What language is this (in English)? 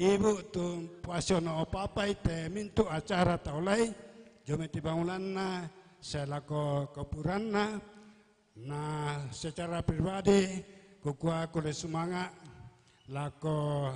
Toraja-Sa'dan